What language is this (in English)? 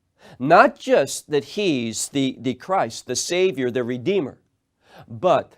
English